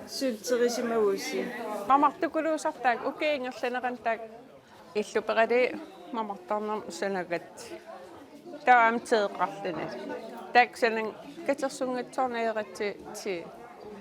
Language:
Kalaallisut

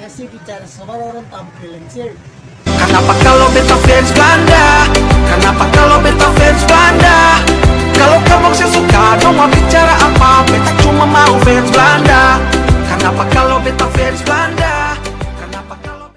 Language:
Ambonese Malay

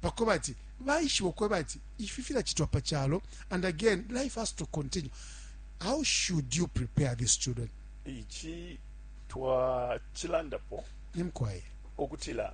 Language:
Bemba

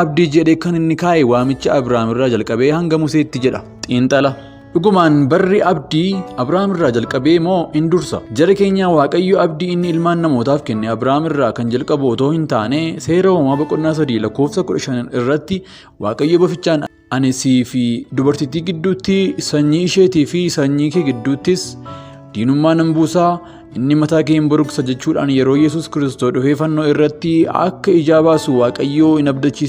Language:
Oromo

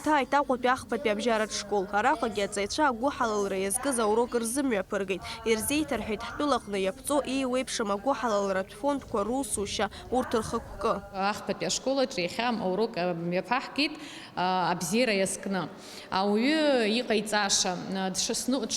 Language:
Abkhazian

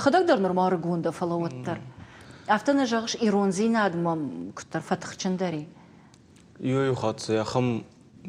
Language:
Ossetic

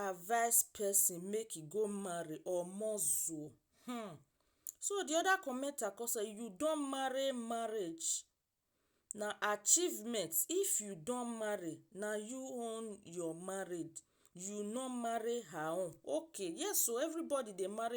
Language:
Nigerian Pidgin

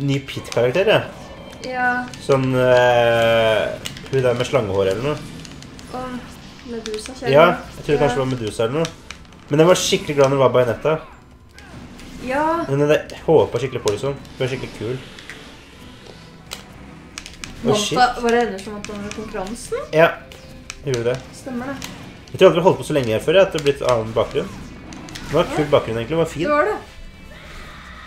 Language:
Norwegian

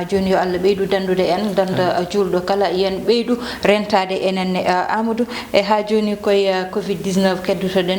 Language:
Fula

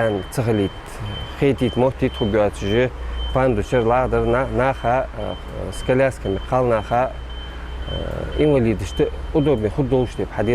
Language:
Ingush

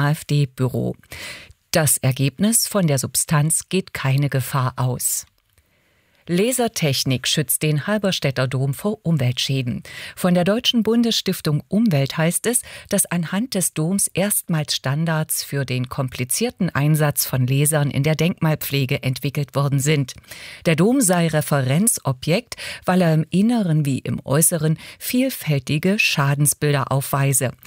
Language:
German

